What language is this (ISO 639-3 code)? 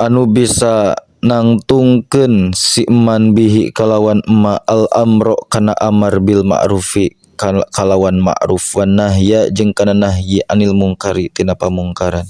sun